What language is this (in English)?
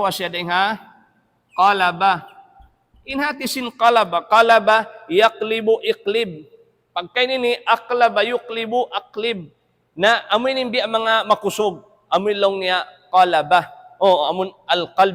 Tausug